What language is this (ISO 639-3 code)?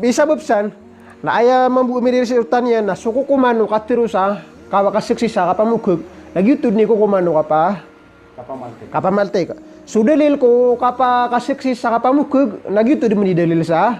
mrw